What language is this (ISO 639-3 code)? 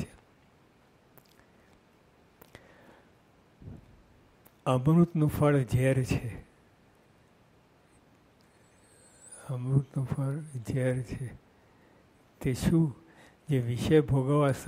guj